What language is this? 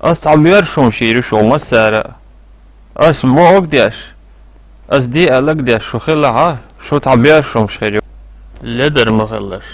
Chechen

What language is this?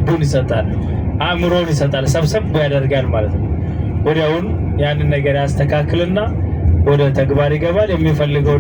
Amharic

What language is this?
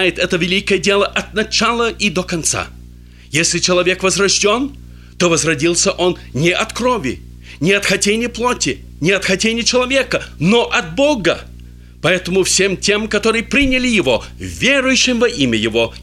Russian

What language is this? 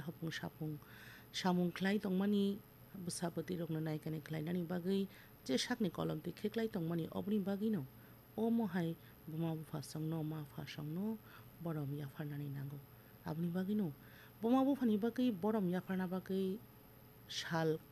Kok Borok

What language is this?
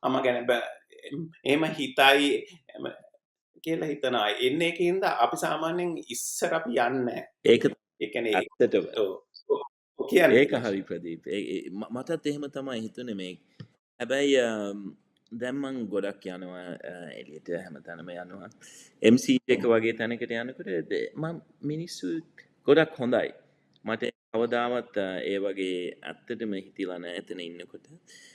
Sinhala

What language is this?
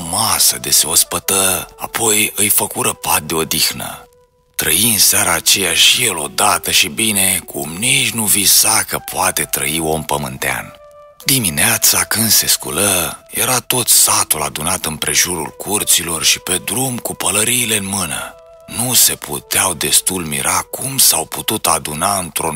Romanian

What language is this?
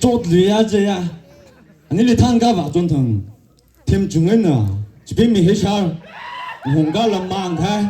Tangkhul Naga (India)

